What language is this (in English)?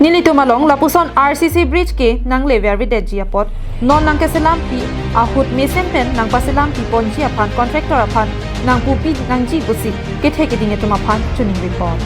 Karbi